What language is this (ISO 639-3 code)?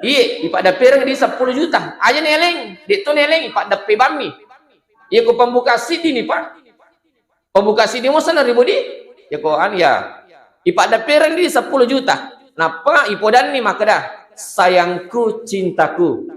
bug